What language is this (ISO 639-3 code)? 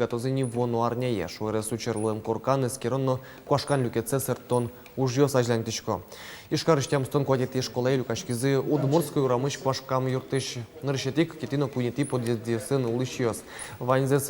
udm